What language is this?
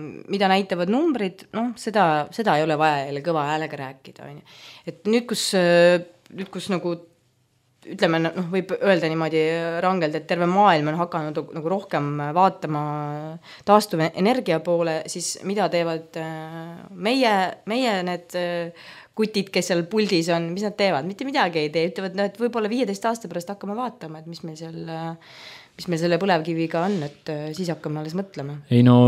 Estonian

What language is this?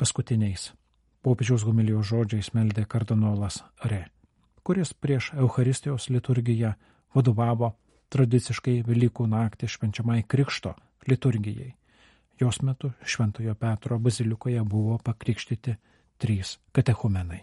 Lithuanian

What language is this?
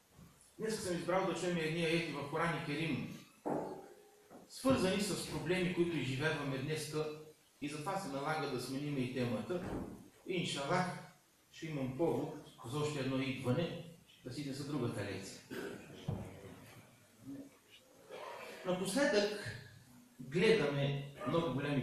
Bulgarian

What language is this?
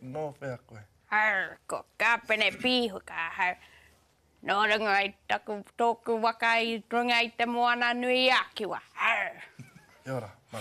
Māori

